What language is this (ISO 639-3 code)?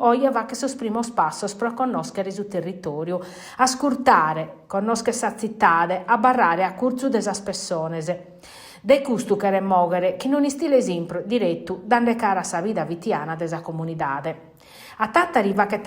srd